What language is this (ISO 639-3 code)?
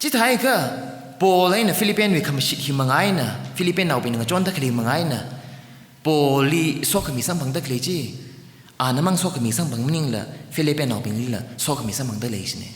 nmf